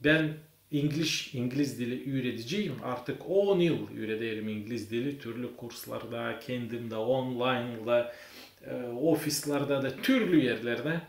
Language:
Gagauz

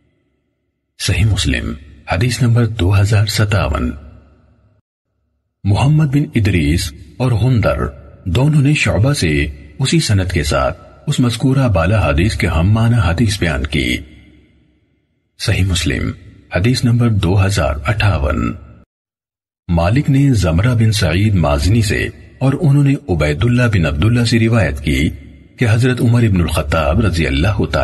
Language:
Urdu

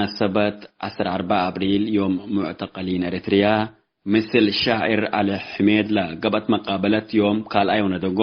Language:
Tigre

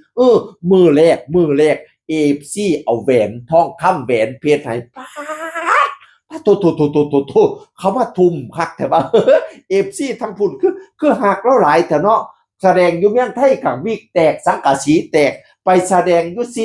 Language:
Northeastern Thai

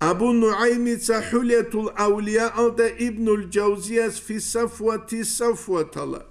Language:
Avaric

